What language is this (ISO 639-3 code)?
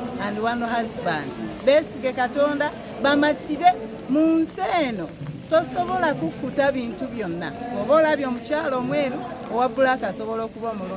lug